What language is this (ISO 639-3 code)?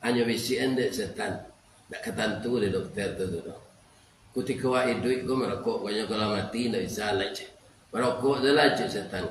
min